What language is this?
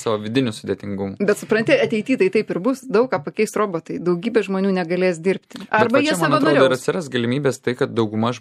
Lithuanian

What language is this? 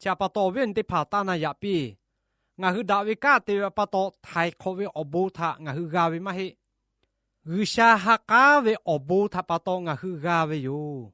Lahu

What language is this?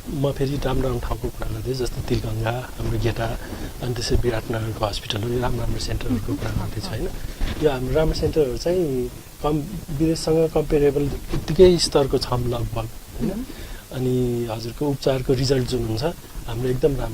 Nepali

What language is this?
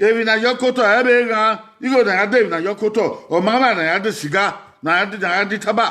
Bini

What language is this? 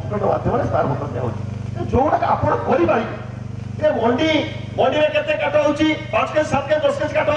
Odia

